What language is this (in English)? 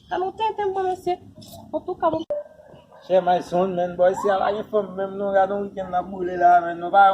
Haitian Creole